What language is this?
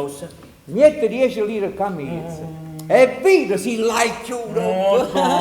Neapolitan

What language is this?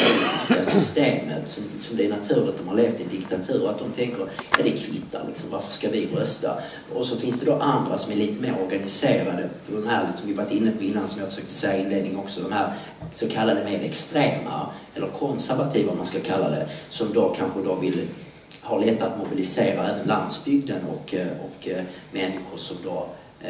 Swedish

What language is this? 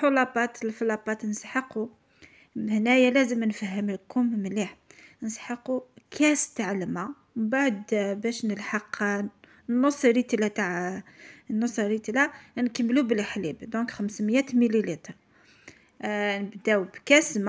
Algerian Arabic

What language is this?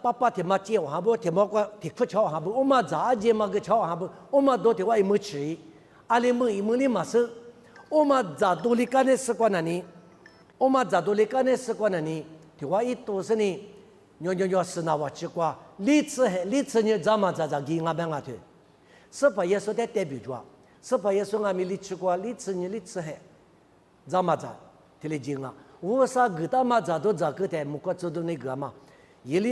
Lisu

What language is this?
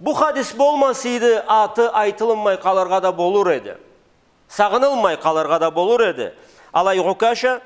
Karachay-Balkar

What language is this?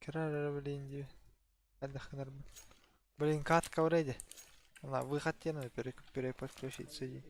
Yakut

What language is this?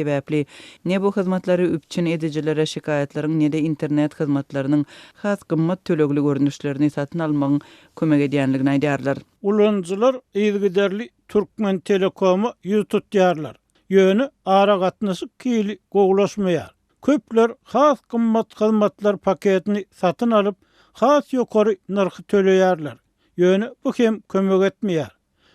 Turkmen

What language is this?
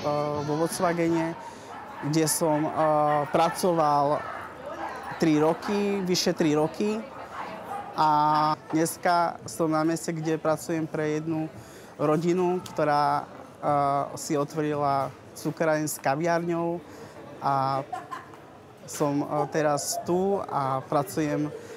Slovak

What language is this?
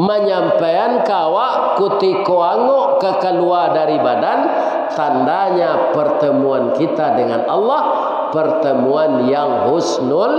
Minangkabau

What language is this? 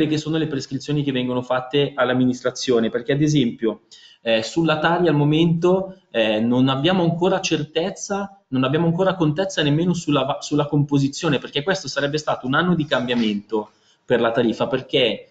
Italian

